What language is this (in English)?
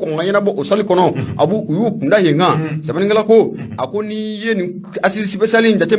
Bambara